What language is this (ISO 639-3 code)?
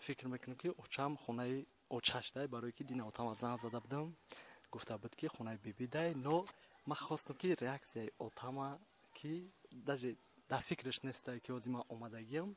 tgk